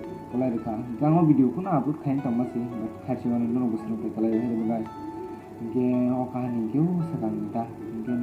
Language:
Kok Borok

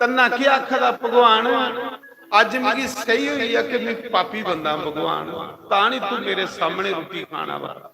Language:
Dogri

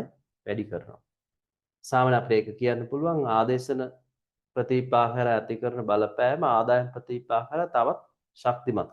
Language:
Sinhala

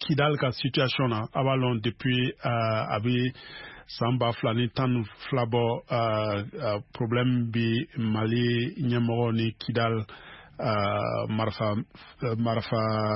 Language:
Bambara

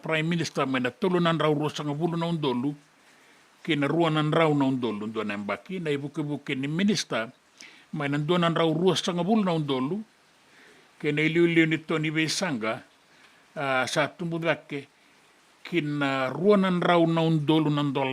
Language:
Fijian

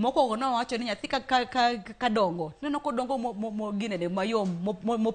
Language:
Luo (Kenya and Tanzania)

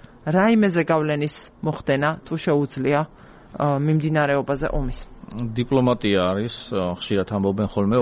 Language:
Georgian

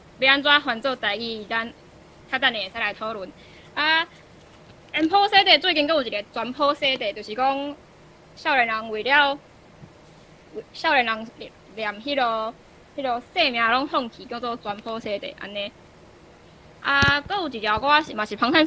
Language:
Min Nan Chinese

